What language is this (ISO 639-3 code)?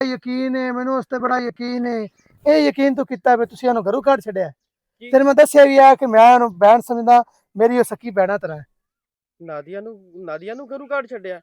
lah